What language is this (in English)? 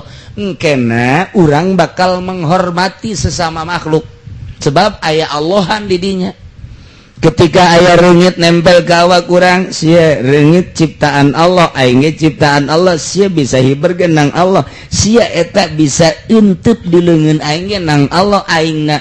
Sundanese